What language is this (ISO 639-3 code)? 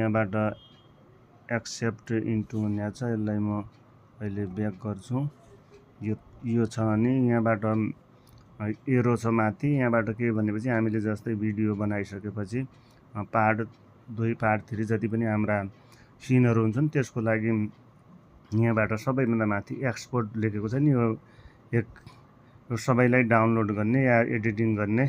nep